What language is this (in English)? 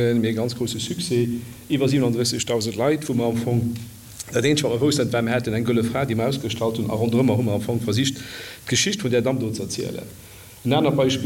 Luxembourgish